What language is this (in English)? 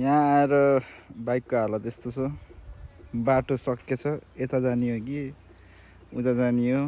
Nepali